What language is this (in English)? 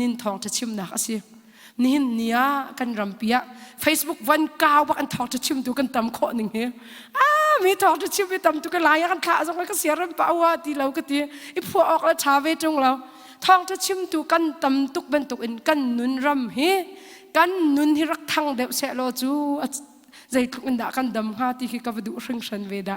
Hakha Chin